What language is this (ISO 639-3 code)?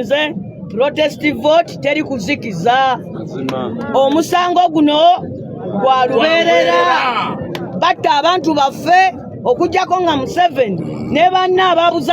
lug